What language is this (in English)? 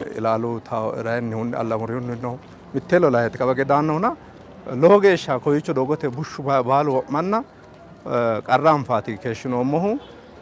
Sidamo